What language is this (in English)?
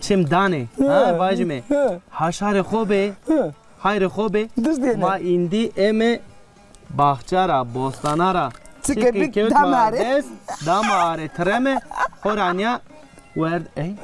Zaza